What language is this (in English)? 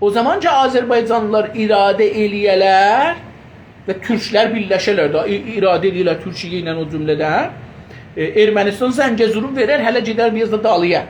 South Azerbaijani